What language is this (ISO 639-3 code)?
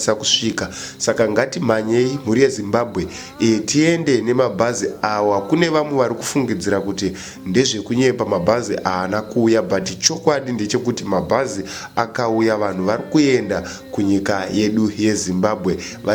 sna